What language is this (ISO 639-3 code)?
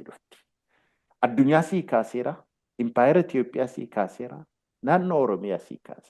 orm